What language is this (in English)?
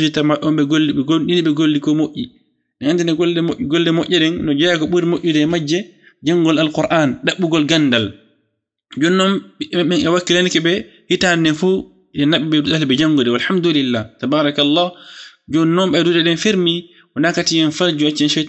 Fula